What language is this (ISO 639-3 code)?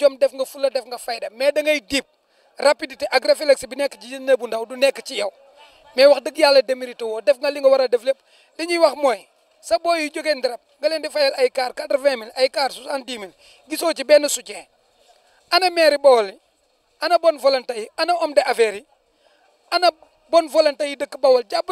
wol